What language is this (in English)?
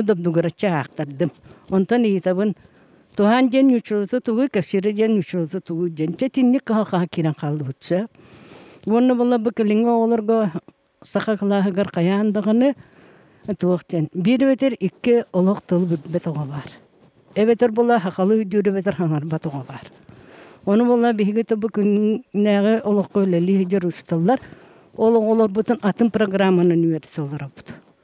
Yakut